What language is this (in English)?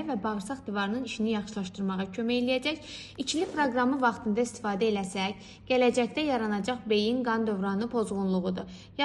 Azerbaijani